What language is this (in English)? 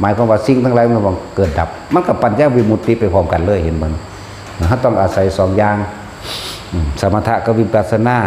Lao